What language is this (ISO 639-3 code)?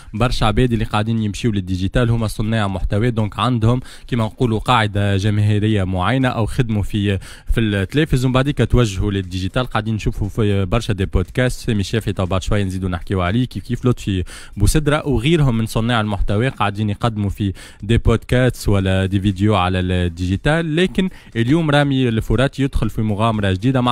aeb